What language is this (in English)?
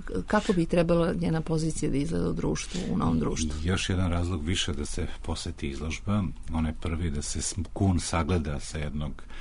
Serbian